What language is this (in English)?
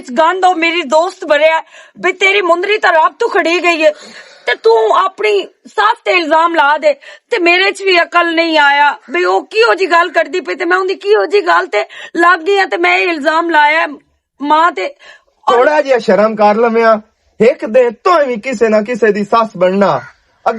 Western Panjabi